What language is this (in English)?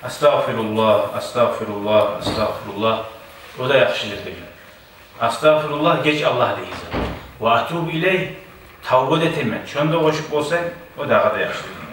Kumyk